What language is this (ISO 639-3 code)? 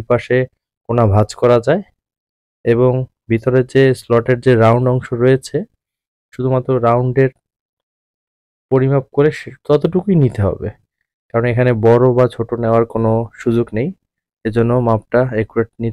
ben